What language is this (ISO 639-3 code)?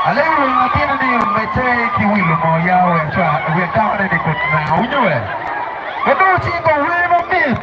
ach